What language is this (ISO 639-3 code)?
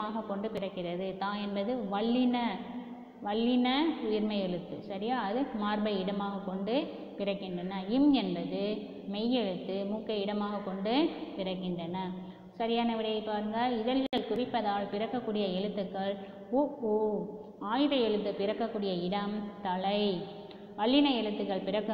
tam